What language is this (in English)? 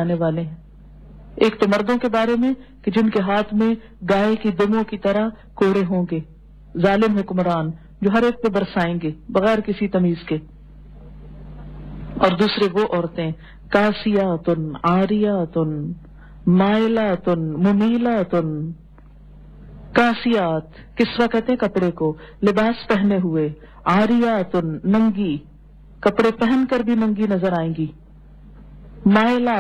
Urdu